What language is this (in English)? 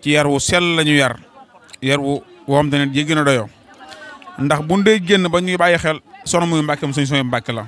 Wolof